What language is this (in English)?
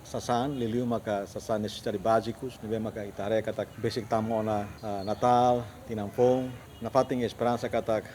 Tetum